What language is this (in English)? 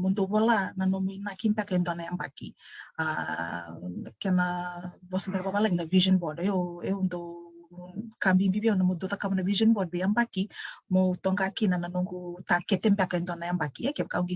Fijian